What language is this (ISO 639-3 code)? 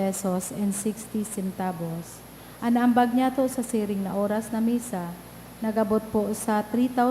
bik